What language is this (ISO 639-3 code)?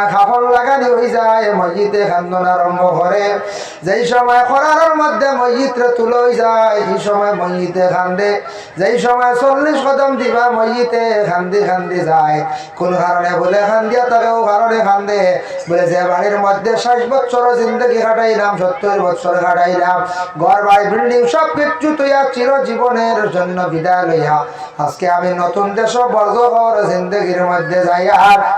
syl